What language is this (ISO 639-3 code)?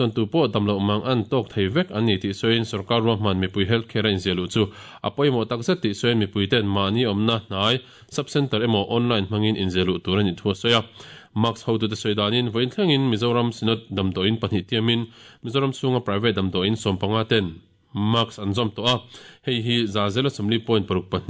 lus